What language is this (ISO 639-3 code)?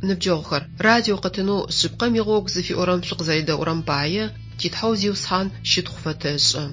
ady